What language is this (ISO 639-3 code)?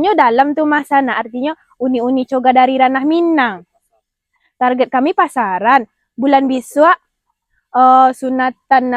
min